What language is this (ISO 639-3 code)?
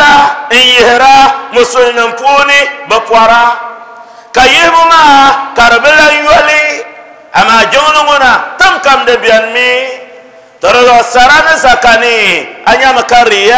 dag